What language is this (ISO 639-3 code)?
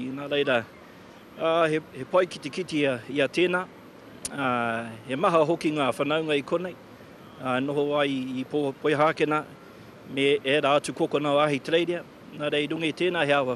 mri